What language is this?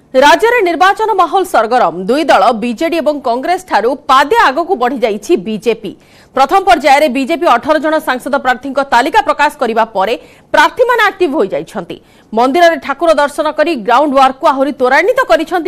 Odia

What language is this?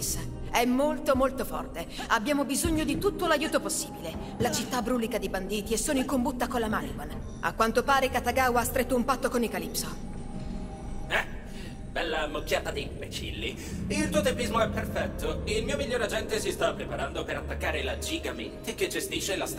Italian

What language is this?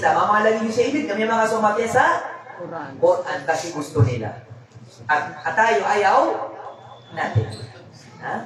Maranao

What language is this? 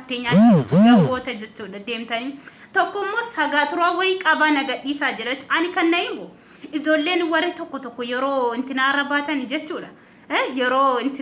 Oromo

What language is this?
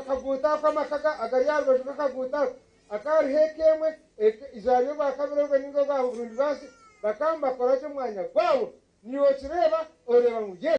Nyankole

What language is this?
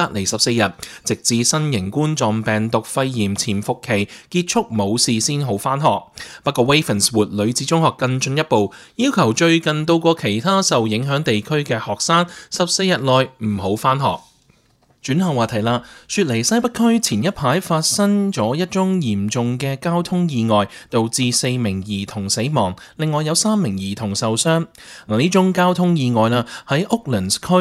Cantonese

